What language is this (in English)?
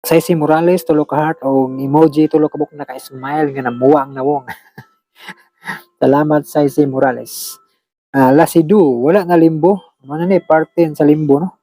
Cebuano